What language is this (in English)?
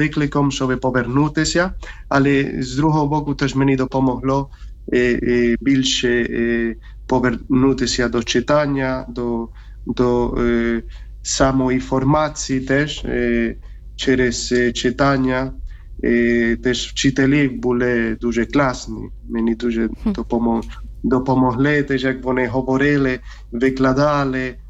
Ukrainian